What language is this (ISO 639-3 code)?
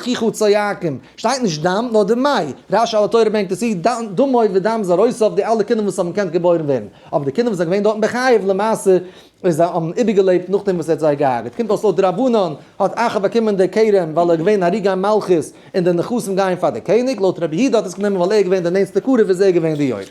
yid